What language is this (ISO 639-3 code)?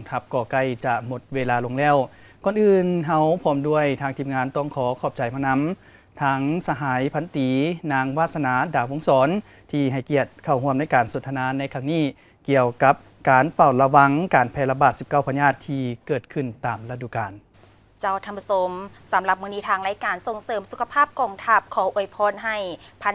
lao